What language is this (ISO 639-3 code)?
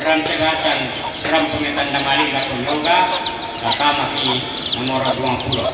sda